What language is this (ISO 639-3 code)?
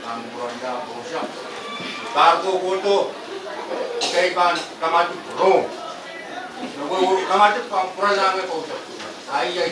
pon